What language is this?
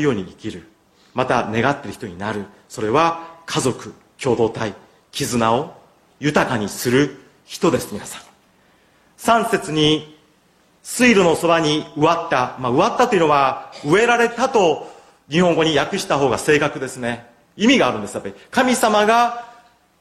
Japanese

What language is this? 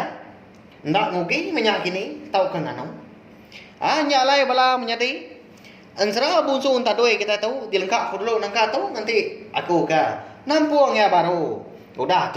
Iban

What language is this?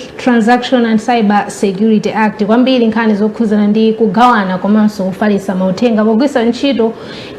Nyanja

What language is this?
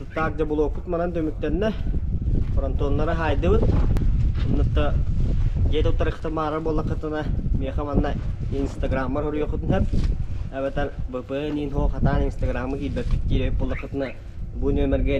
Yakut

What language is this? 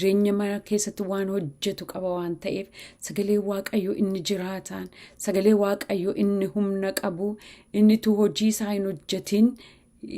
Oromo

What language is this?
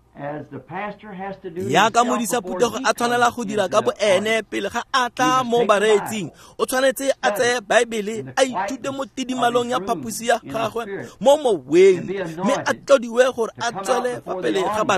Tswana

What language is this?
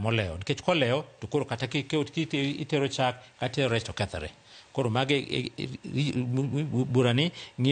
Luo (Kenya and Tanzania)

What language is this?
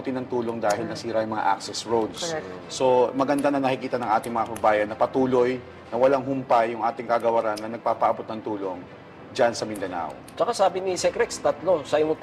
Filipino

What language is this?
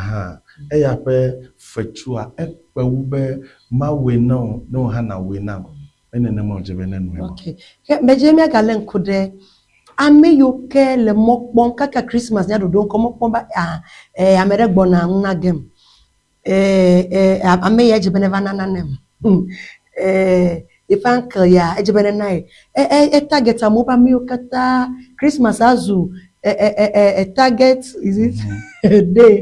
Ewe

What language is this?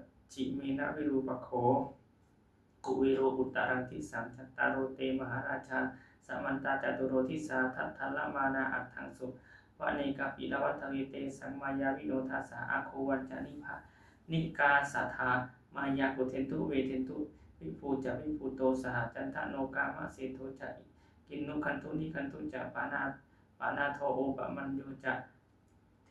Pali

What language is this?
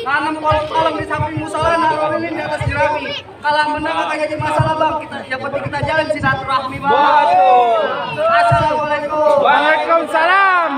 Betawi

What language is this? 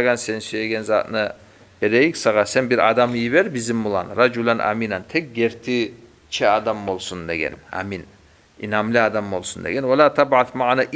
Kumyk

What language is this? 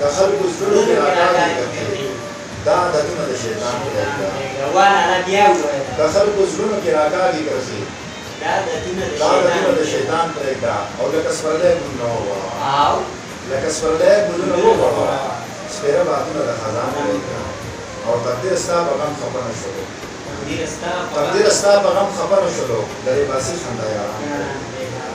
Pashto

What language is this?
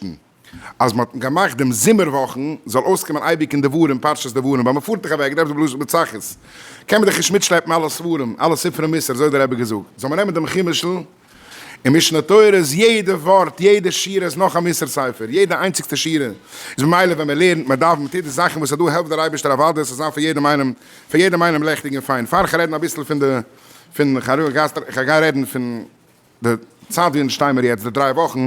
Yiddish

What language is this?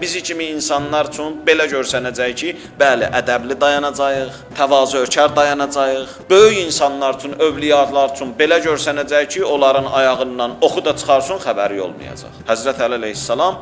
Azerbaijani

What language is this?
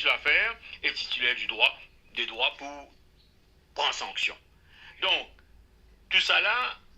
Morisyen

